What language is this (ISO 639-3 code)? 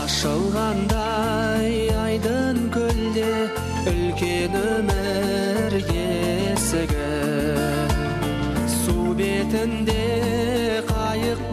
kaz